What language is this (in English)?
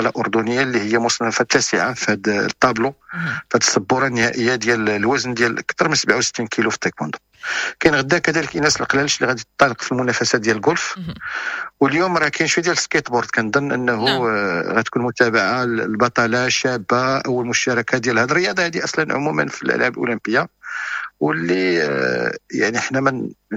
Moroccan Arabic